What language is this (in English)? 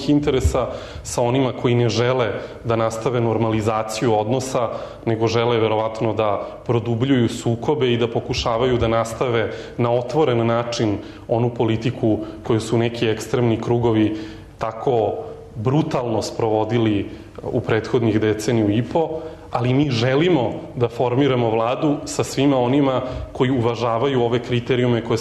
Serbian